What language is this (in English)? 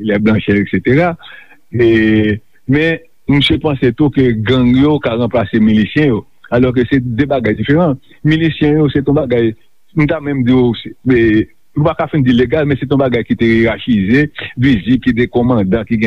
Haitian Creole